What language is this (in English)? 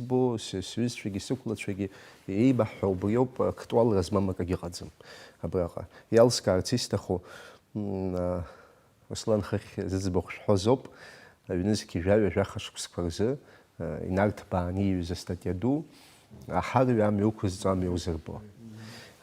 Abkhazian